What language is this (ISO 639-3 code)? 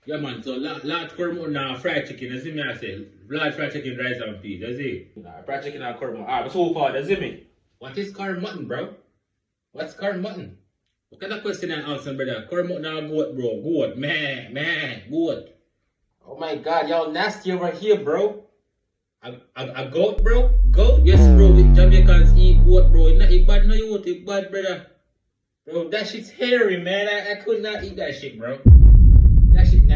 jam